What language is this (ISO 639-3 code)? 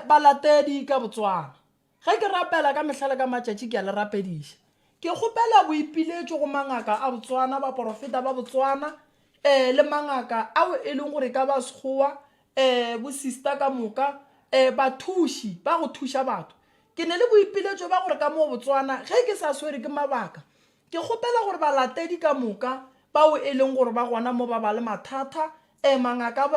nso